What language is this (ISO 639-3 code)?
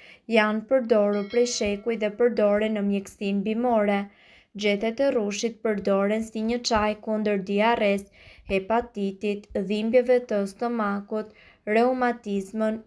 sqi